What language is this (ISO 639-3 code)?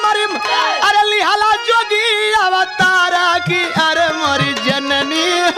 bho